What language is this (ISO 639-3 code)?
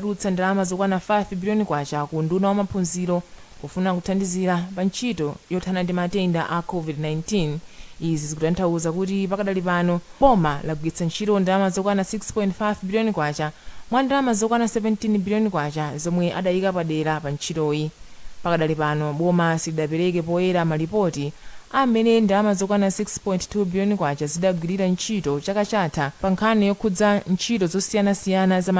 nya